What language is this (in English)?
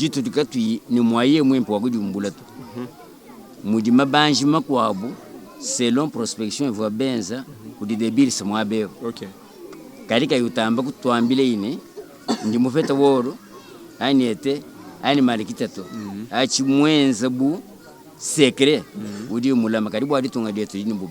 Luba-Lulua